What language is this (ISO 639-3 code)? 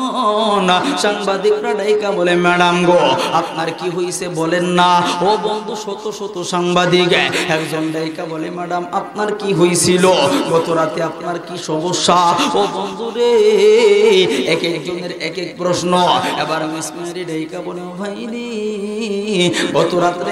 ben